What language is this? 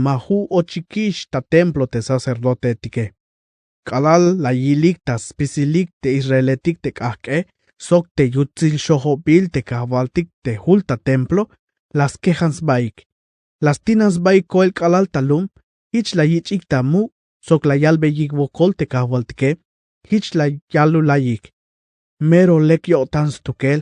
Tzeltal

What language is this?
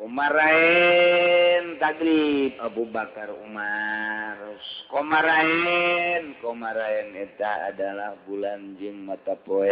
Sundanese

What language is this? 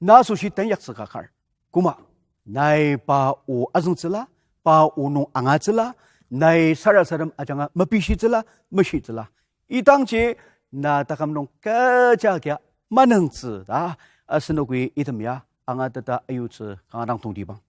Ao Naga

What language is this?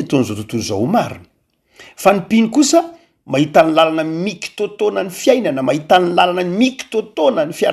Malagasy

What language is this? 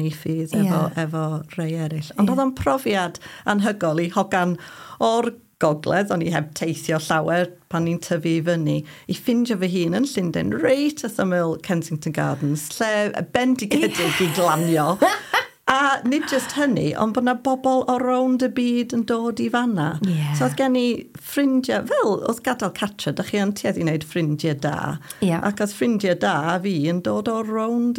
Welsh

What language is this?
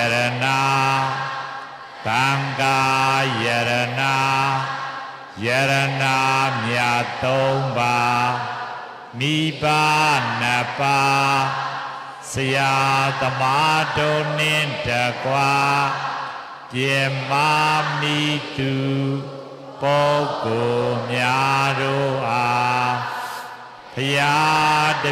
Burmese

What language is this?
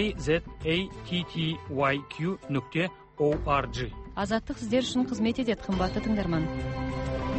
Kazakh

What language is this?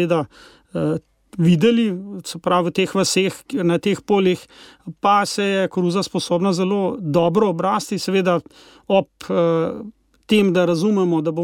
Slovenian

